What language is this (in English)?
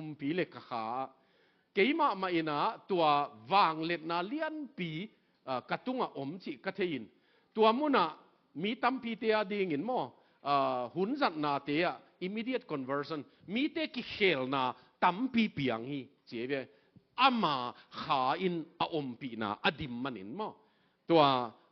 Tedim Chin